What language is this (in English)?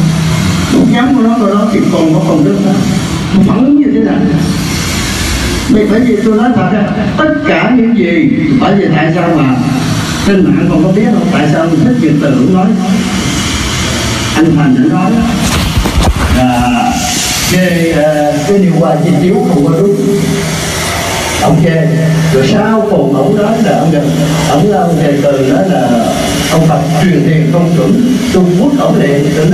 Vietnamese